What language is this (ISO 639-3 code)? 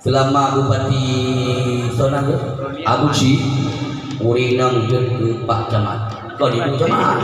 ace